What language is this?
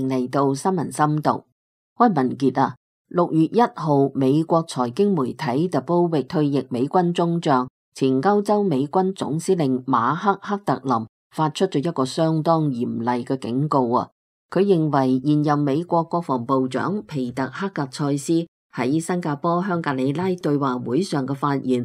Cantonese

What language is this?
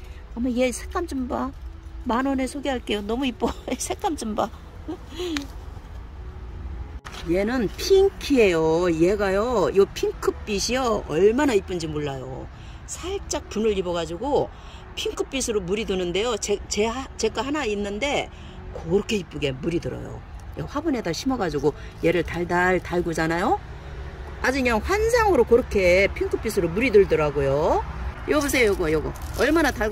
Korean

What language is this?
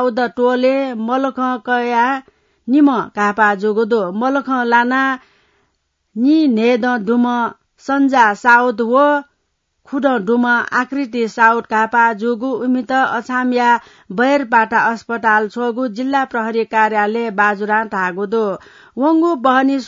Newari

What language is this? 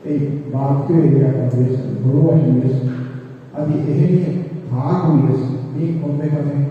Divehi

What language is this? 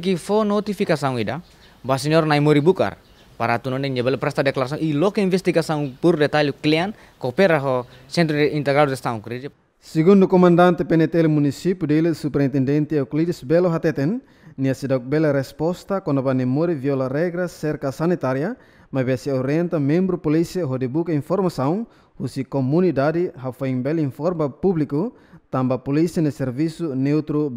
Tetum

